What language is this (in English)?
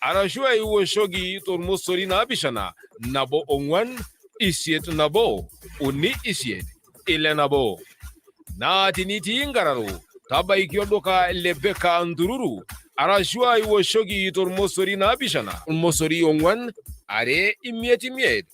Masai